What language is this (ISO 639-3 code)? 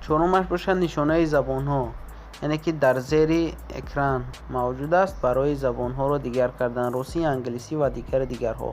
tgk